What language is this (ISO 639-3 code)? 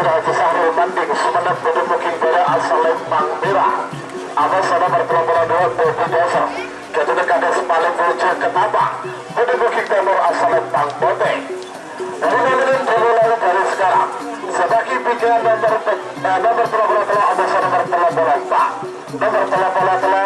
mad